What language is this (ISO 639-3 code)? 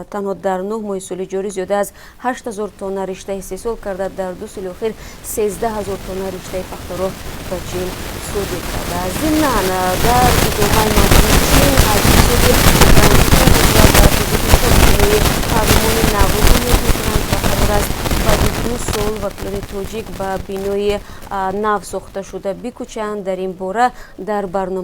tgk